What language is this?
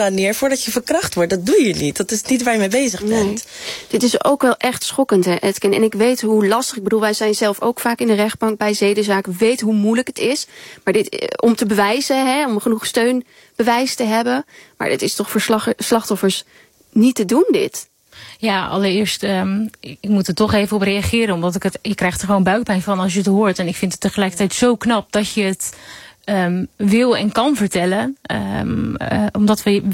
Dutch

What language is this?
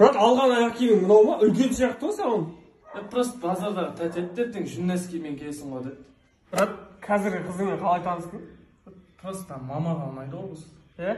Kazakh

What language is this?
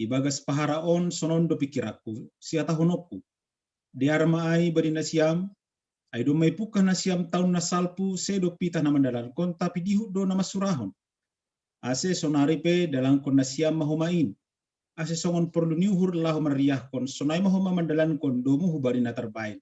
Batak Simalungun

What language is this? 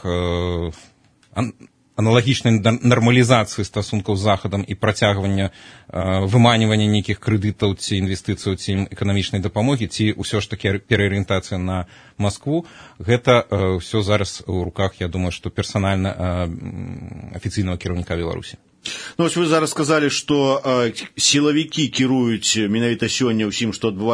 Belarusian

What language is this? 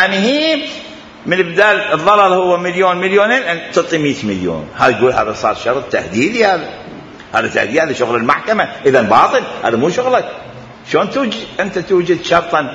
Mesopotamian Arabic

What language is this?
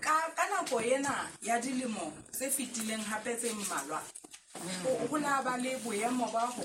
Southern Sotho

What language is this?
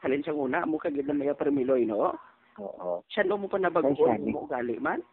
Hiligaynon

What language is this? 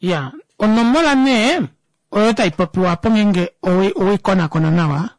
Kuanyama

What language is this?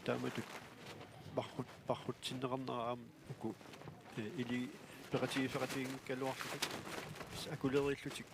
Kalaallisut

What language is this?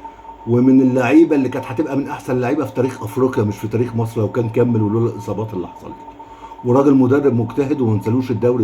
Egyptian Arabic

